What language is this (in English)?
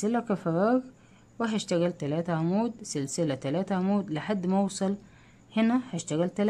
Egyptian Arabic